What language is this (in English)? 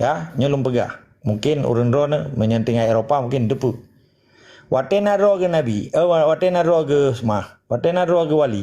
Achinese